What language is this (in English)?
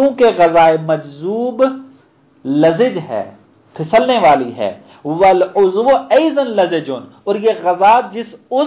Urdu